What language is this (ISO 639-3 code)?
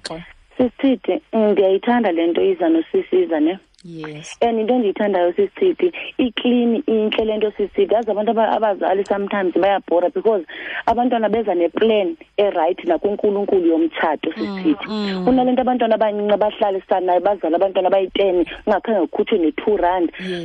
xho